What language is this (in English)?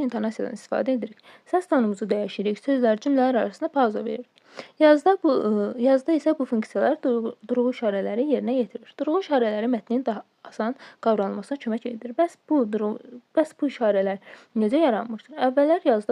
Azerbaijani